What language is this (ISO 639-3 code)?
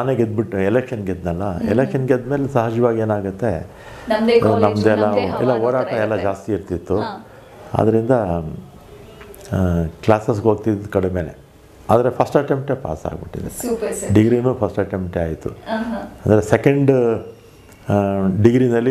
kan